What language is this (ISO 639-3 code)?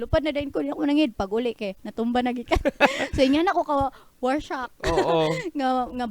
ceb